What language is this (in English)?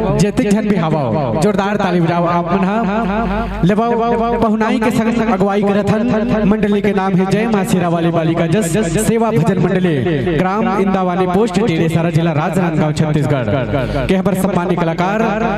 Chhattisgarhi